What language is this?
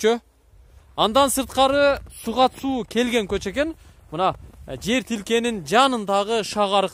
Kyrgyz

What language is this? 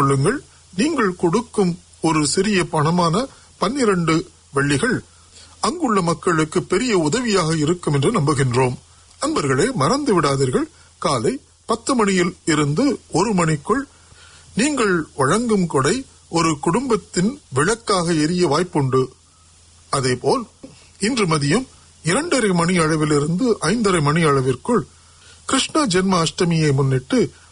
Tamil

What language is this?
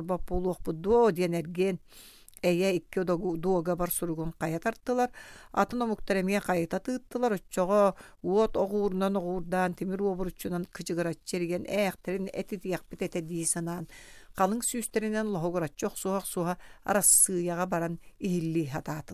Yakut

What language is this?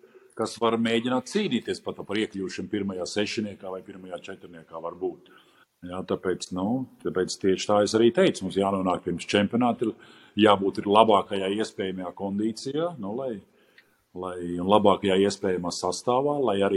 Latvian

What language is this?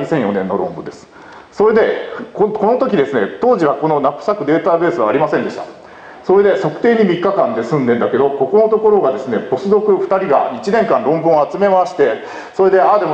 Japanese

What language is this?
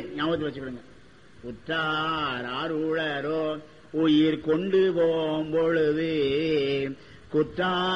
Tamil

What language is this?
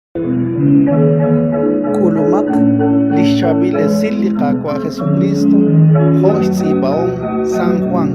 Kekchí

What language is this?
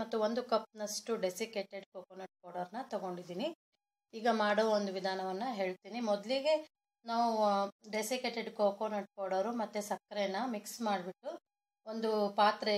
Kannada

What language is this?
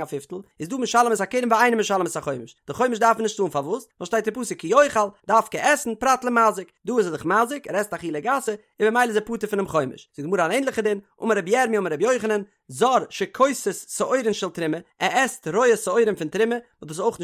Yiddish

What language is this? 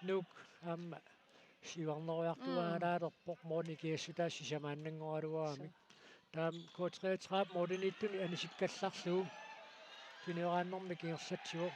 Kalaallisut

